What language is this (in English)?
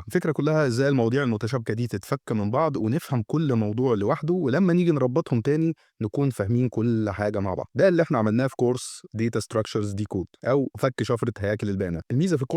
Egyptian Arabic